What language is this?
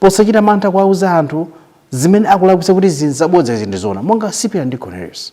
Nyanja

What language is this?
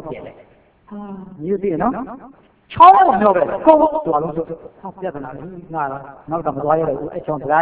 Burmese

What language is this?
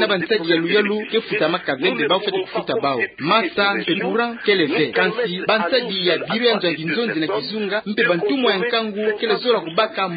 Kituba (Democratic Republic of Congo)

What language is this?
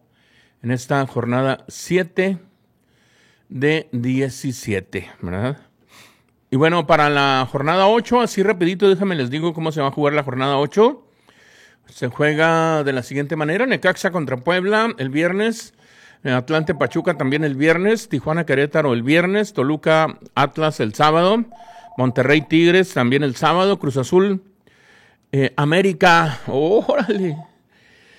Spanish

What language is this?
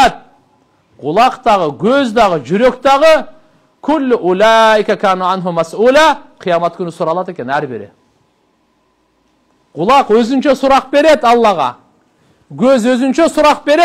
Kyrgyz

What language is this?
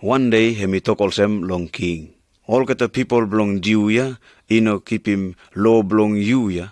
Pijin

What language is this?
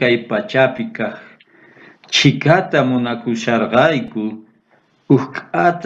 South Bolivian Quechua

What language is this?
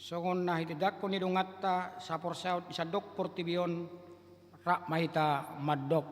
Batak Toba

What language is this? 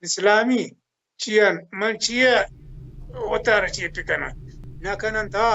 Baluchi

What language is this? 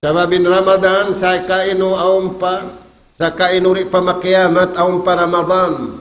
Tausug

